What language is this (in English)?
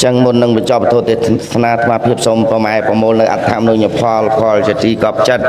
Khmer